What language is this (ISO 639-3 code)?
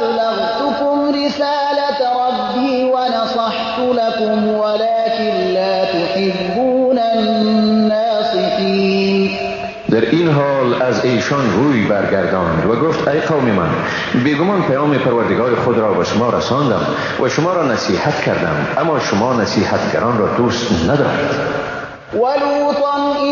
tgk